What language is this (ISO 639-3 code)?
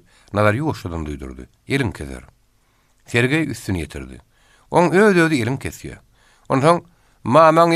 tuk